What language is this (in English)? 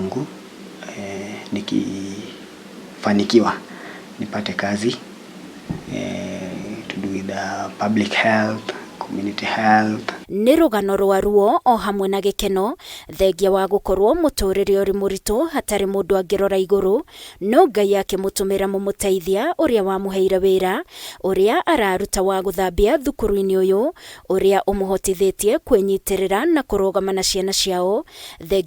Kikuyu